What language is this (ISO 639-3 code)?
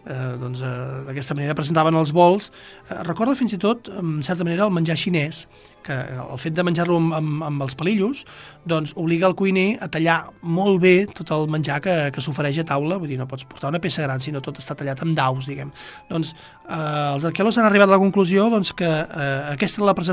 cat